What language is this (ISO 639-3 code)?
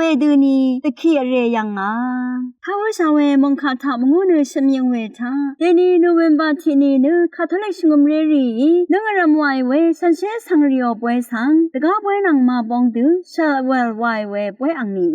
raw